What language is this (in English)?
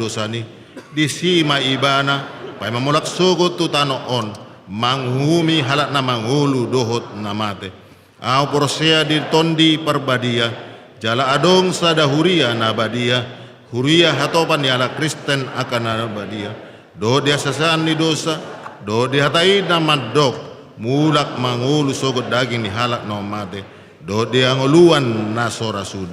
Batak Toba